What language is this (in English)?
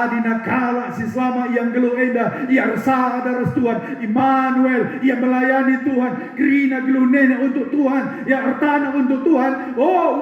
Batak Karo